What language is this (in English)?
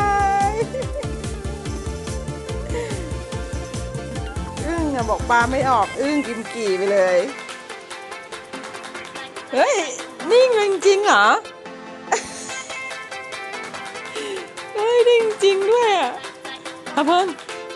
Thai